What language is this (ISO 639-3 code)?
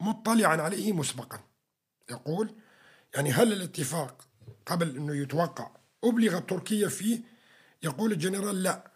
apc